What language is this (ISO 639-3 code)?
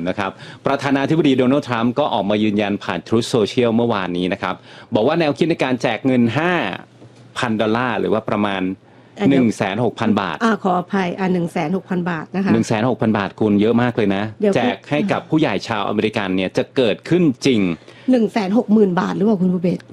tha